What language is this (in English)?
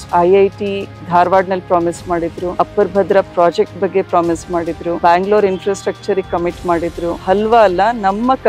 Kannada